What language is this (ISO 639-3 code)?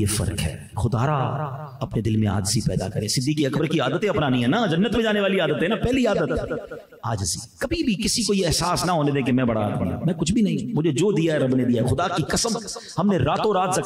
urd